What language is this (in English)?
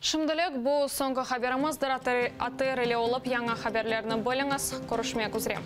Crimean Tatar